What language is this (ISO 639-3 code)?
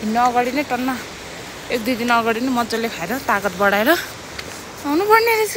nep